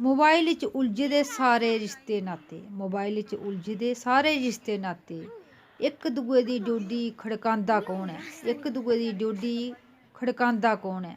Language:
Dogri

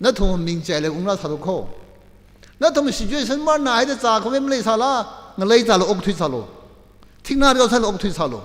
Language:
Tangkhul Naga (India)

